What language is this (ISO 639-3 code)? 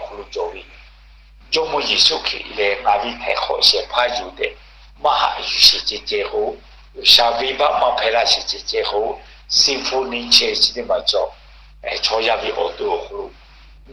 lhu